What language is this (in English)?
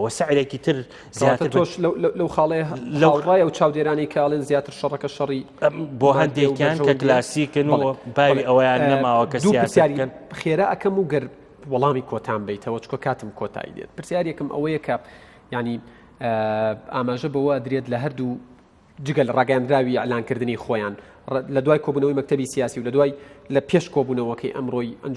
Central Kurdish